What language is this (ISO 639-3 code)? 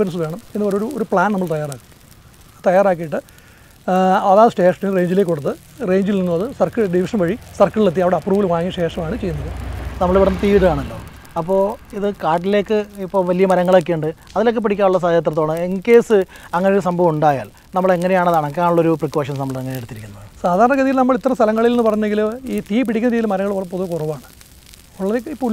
mal